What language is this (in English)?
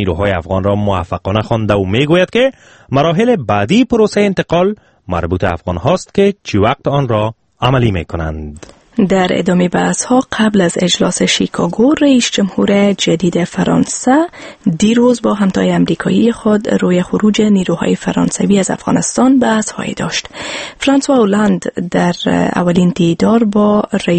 Persian